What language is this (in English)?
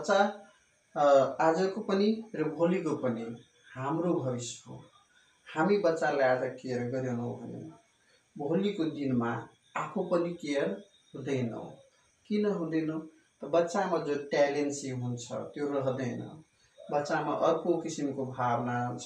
Nepali